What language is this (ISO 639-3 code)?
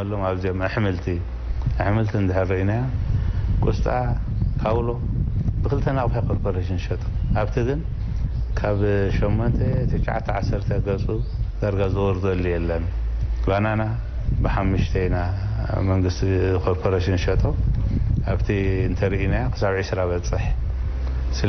tir